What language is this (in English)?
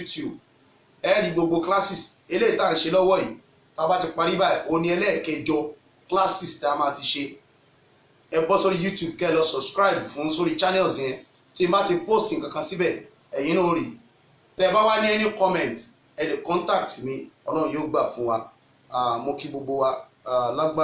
Yoruba